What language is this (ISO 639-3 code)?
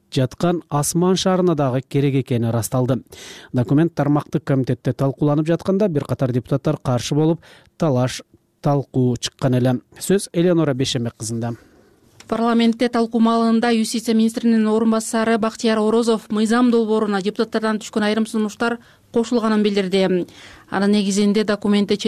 kir